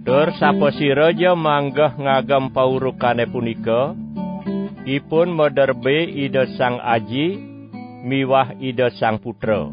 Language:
Balinese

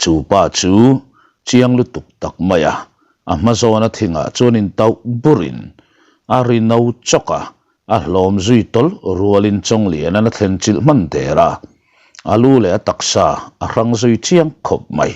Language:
Mizo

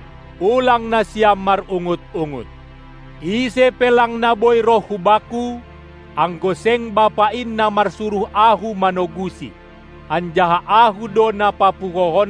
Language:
Batak Simalungun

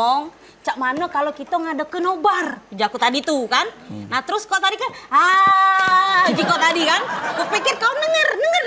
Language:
Musi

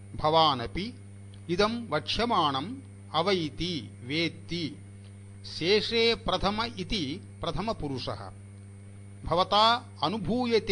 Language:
Sanskrit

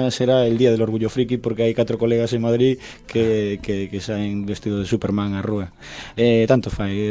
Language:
Galician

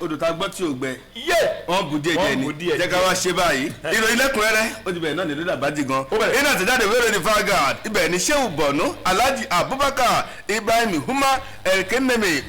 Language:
Yoruba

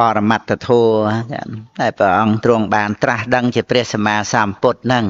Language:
Khmer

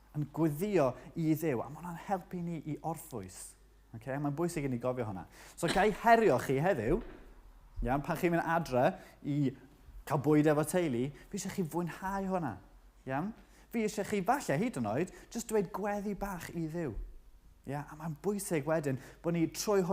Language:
Welsh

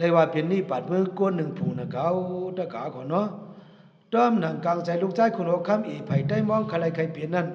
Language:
Shan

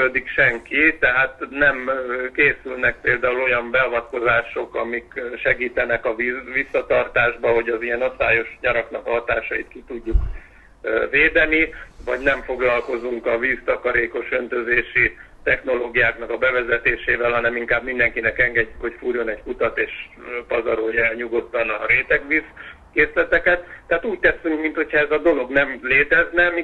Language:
Hungarian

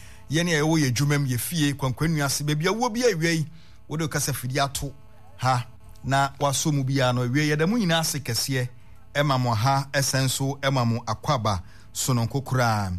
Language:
Akan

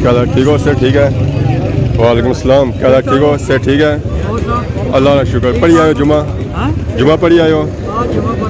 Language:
Pahari-Potwari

